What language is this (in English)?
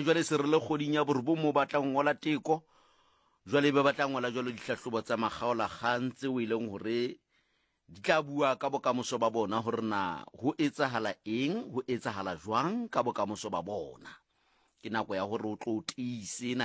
Southern Sotho